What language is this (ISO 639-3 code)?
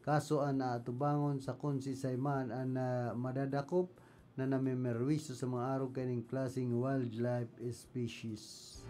bik